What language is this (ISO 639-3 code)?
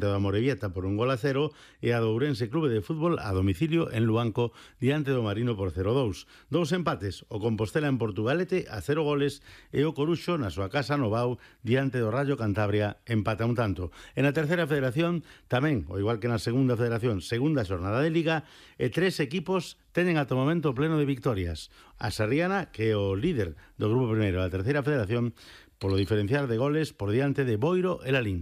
glg